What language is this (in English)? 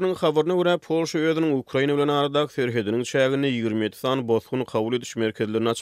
Turkmen